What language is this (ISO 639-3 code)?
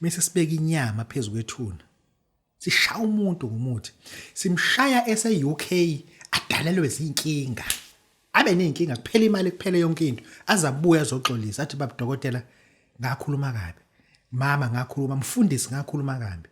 zul